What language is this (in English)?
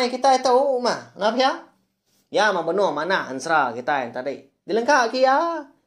Iban